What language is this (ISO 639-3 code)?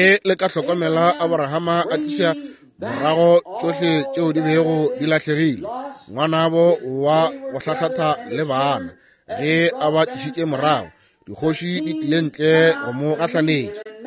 nso